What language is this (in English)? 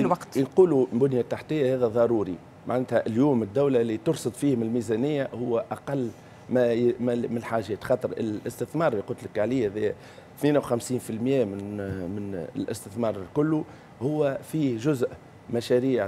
Tunisian Arabic